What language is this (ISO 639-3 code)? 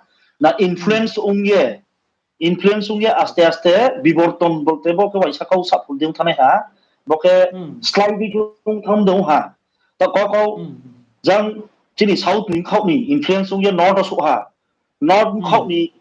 ria